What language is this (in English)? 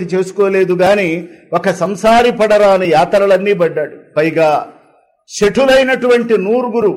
Telugu